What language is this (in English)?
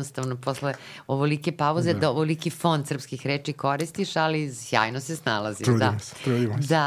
Serbian